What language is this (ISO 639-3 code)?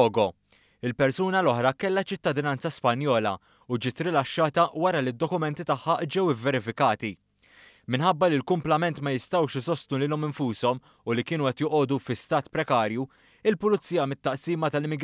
mlt